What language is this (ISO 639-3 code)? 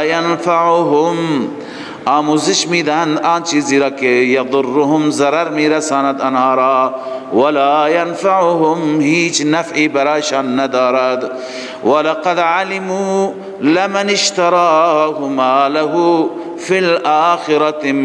fas